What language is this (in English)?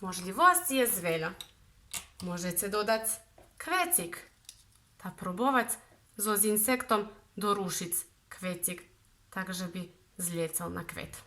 Rusyn